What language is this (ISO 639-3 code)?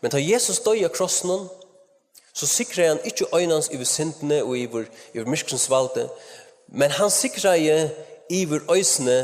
fao